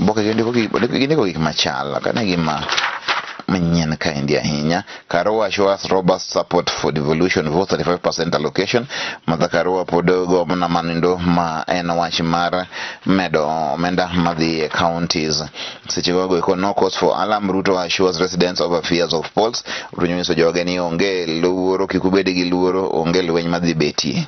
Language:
Luo (Kenya and Tanzania)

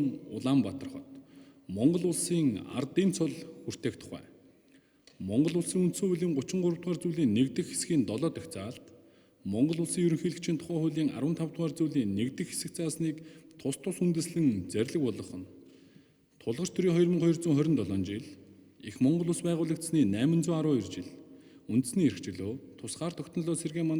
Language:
Mongolian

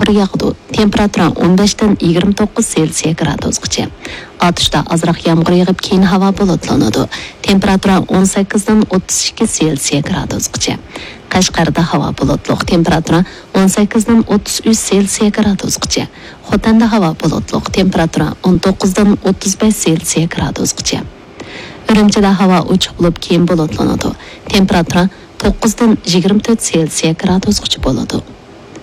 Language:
Uyghur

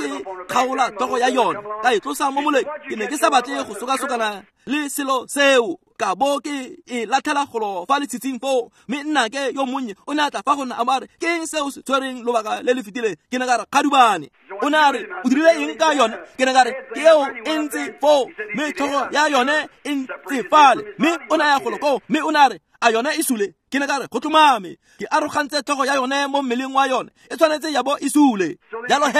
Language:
Tswana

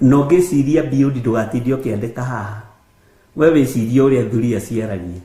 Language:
Kikuyu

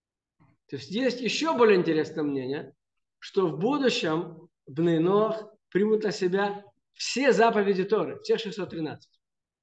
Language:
Russian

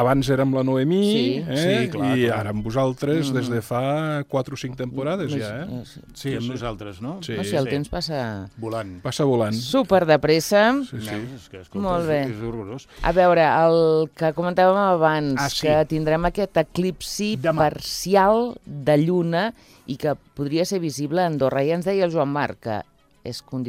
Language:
Catalan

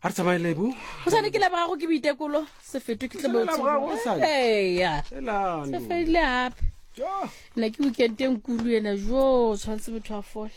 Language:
Tswana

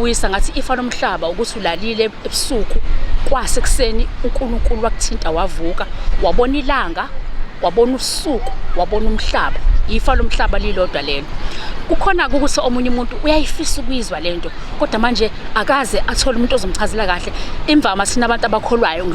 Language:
Zulu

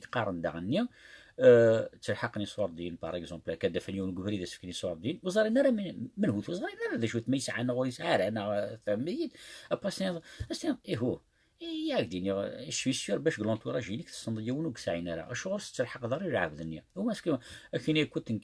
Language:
Kabyle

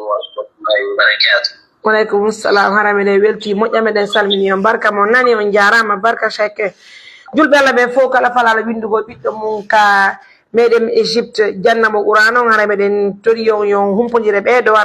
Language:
Pular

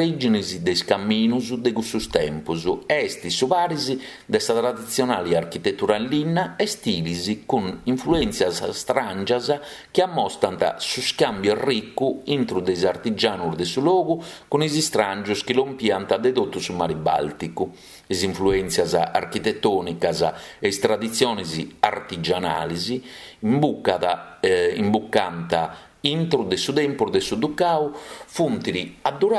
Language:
Sardinian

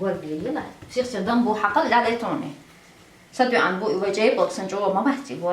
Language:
Chechen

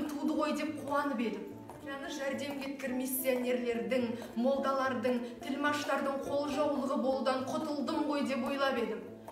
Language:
Kazakh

